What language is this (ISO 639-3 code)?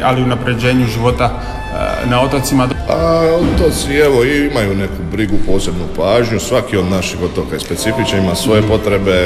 hrv